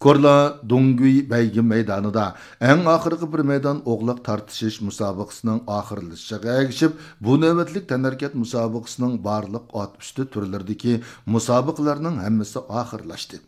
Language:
Uyghur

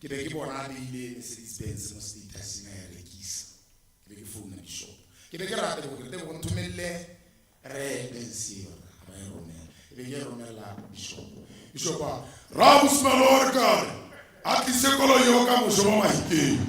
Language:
Tswana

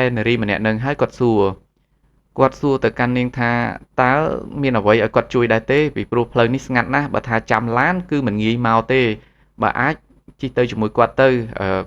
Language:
Khmer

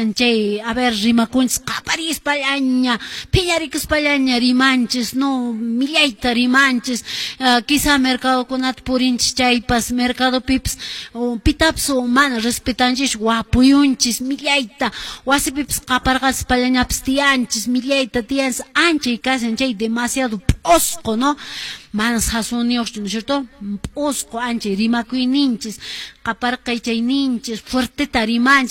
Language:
Quechua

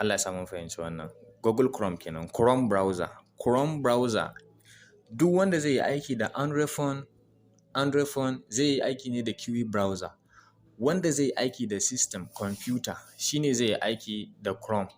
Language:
Hausa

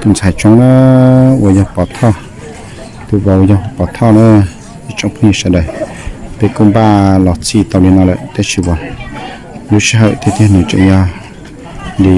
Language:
Hmong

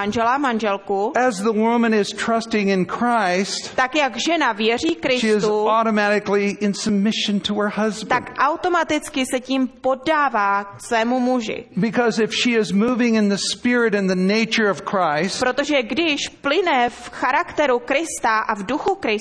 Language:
Czech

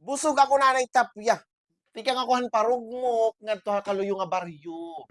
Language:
Waray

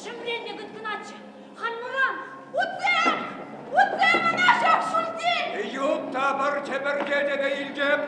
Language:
Chuvash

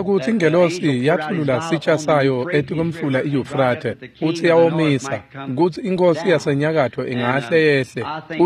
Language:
Swati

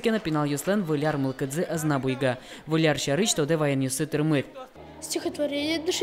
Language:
Udmurt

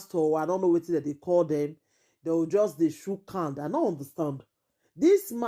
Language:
Nigerian Pidgin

